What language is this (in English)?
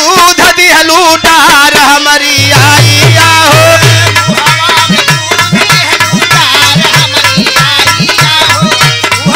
Bhojpuri